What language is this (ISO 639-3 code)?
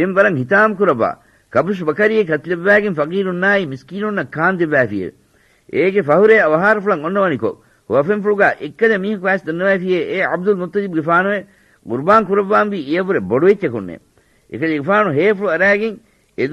div